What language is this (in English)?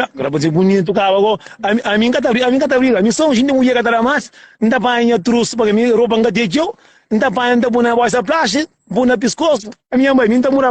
Kabuverdianu